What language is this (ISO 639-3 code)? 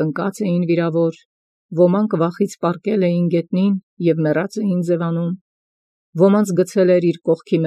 hye